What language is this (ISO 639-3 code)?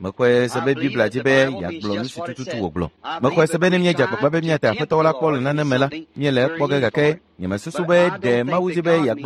ewe